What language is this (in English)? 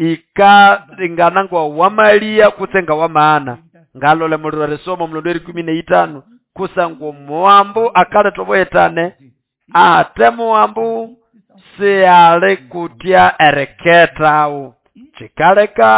Nande